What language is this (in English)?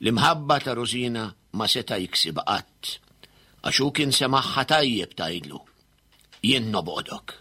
Maltese